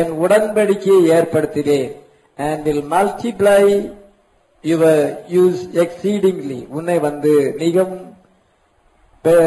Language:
Tamil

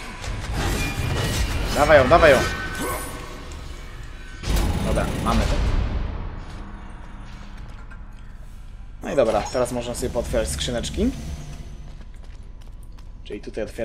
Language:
Polish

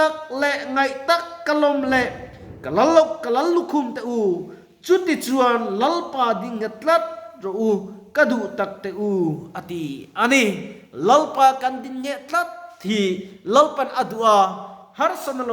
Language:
Mizo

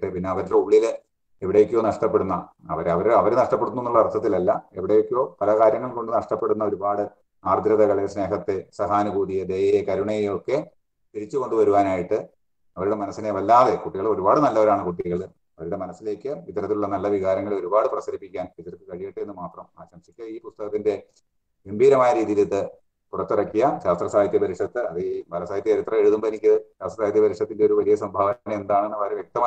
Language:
Malayalam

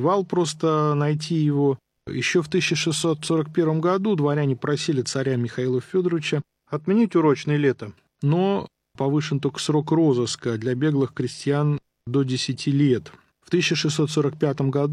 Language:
Russian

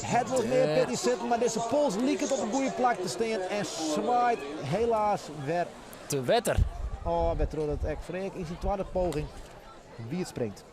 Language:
Western Frisian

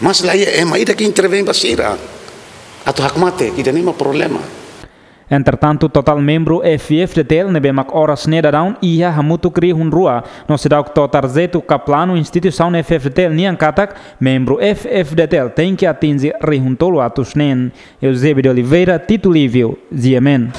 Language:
Tetum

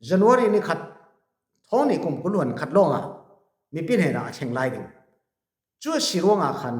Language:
Falam Chin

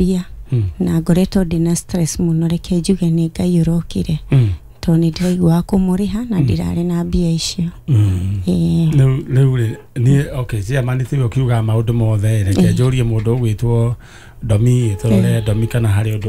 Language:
Kikuyu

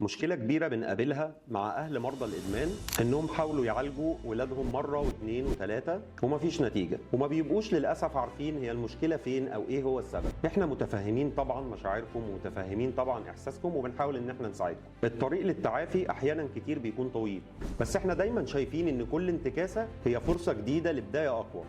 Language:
Egyptian Arabic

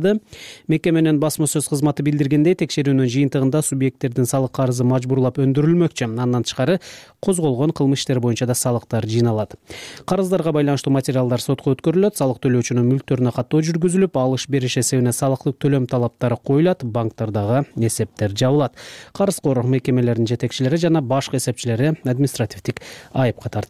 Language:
Kyrgyz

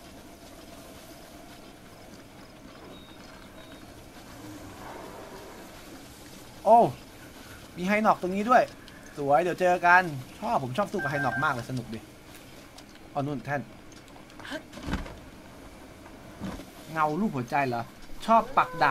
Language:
Thai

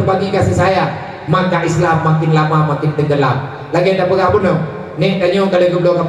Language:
Achinese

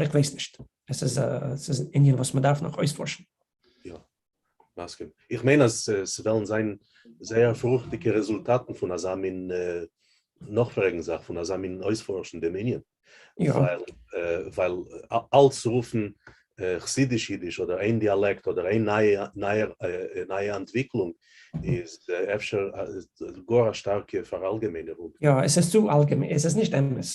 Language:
Yiddish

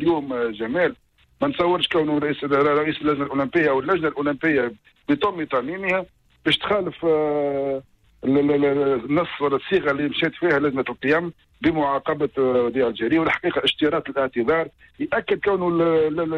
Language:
Tunisian Arabic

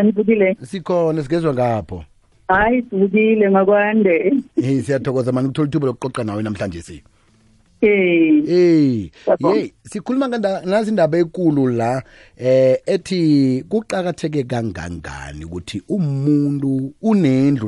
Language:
South Ndebele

